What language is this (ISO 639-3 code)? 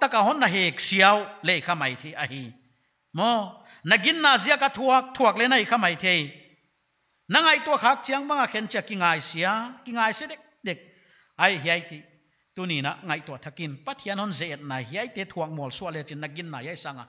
pck